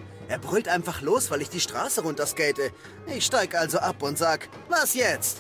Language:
Swiss German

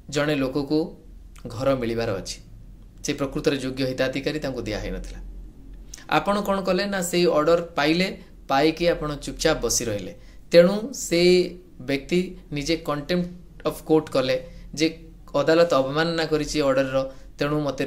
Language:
Odia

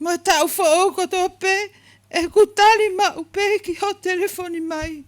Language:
Tongan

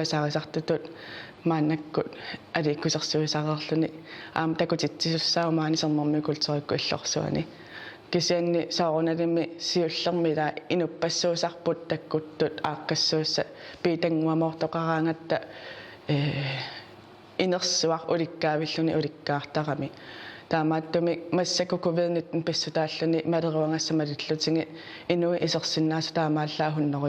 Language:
Kalaallisut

